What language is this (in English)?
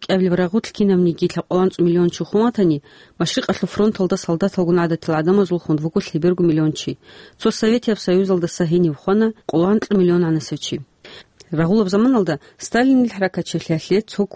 Avaric